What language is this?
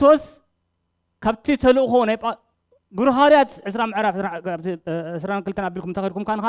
Tigrinya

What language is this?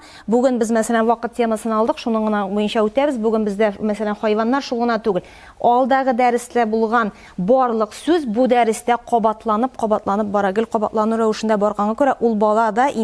Tatar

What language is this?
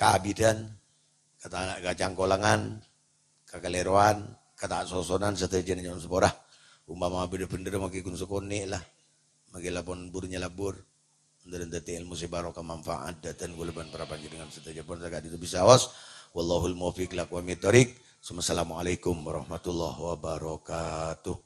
Madurese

